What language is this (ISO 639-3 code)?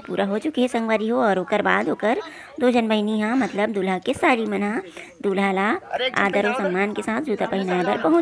hne